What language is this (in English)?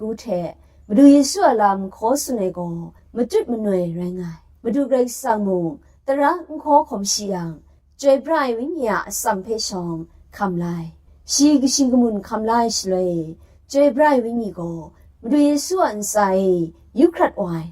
Kachin